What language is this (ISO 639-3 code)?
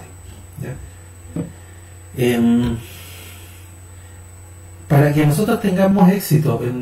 spa